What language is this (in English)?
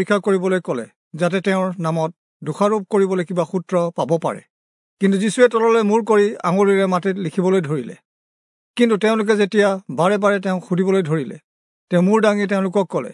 Assamese